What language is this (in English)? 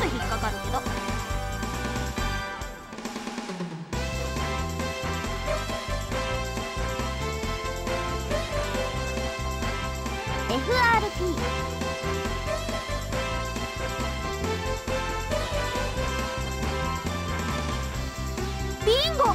Japanese